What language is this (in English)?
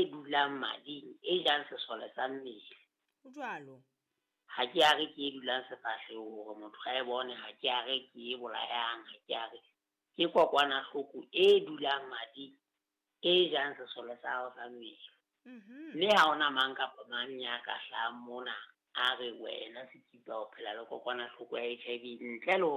Southern Sotho